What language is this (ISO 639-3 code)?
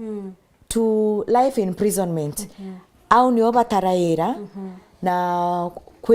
mer